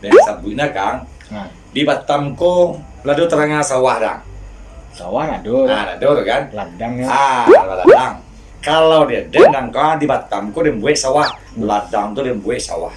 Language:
Minangkabau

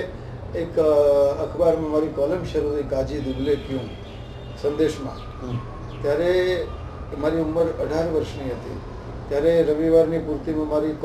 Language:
Gujarati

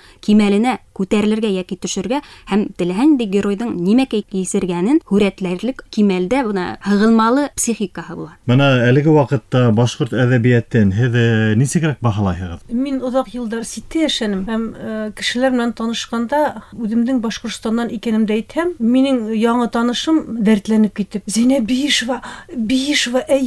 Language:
Bashkir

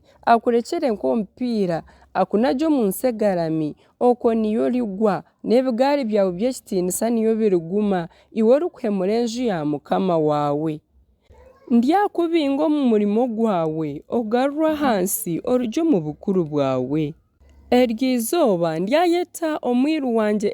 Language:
Nyankole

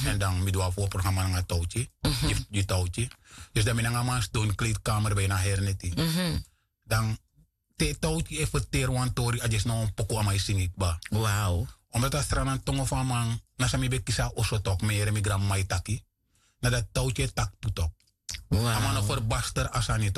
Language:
Sranan Tongo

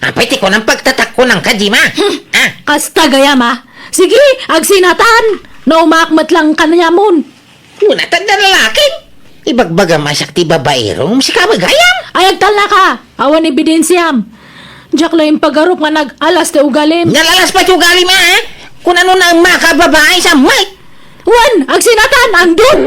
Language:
Iloko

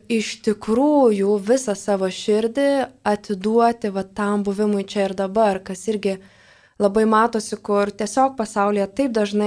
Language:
Lithuanian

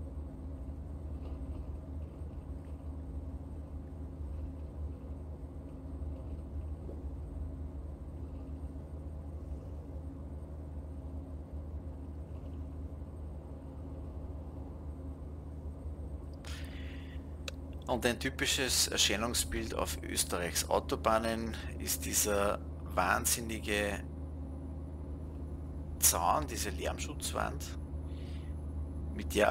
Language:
German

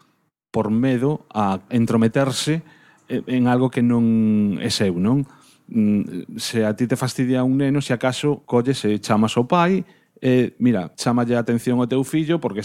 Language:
Galician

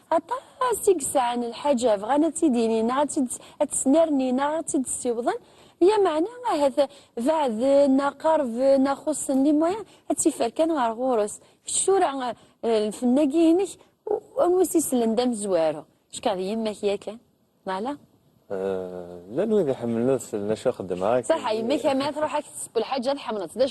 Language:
Kabyle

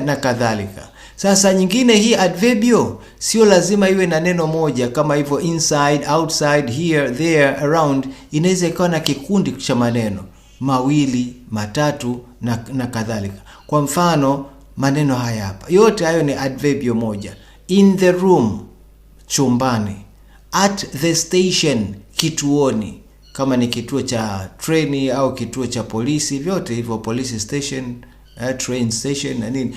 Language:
Swahili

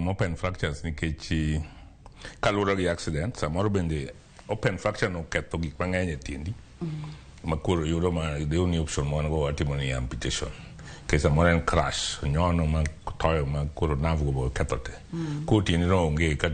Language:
Luo (Kenya and Tanzania)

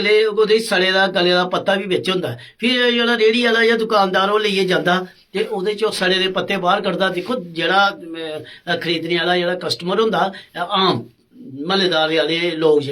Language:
Dogri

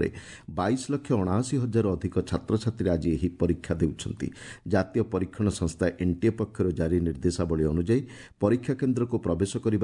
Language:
Odia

